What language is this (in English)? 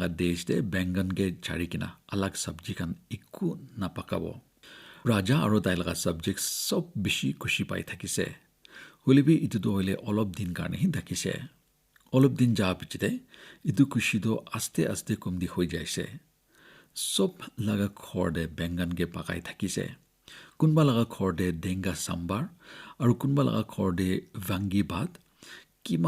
Naga Pidgin